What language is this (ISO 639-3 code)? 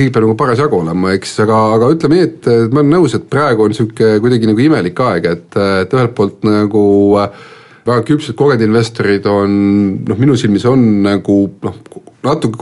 est